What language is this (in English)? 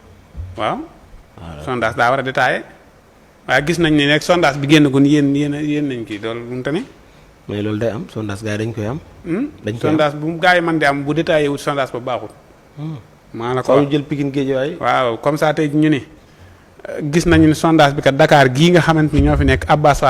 Wolof